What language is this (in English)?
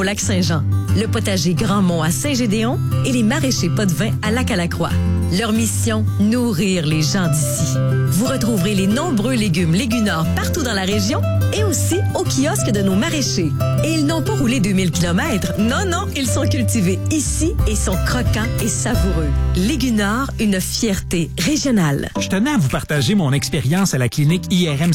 French